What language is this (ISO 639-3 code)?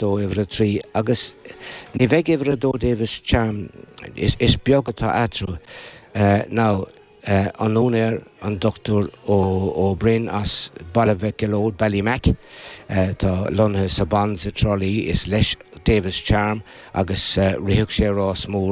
gle